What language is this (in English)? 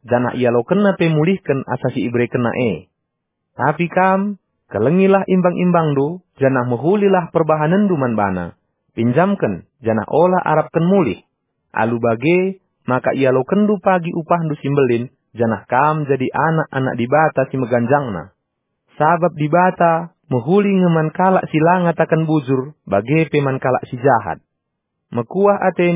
Batak Karo